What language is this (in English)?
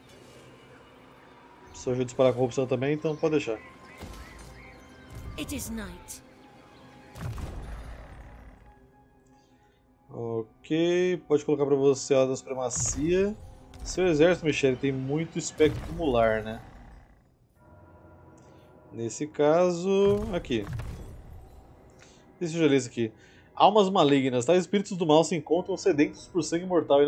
Portuguese